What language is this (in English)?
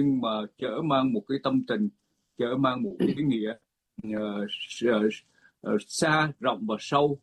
Vietnamese